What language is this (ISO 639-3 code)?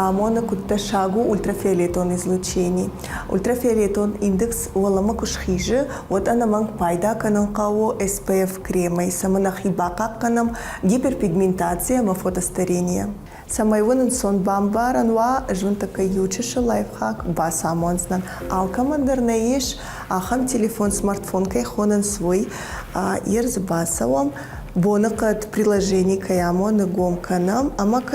oss